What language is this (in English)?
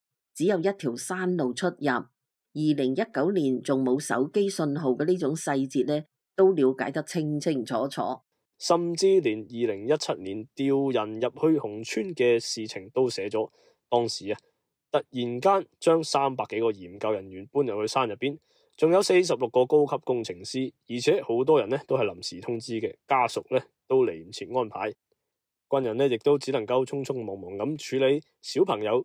Cantonese